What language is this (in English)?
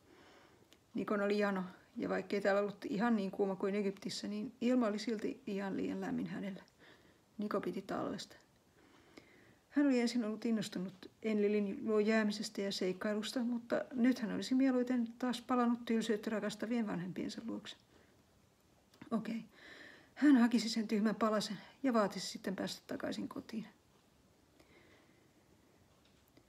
Finnish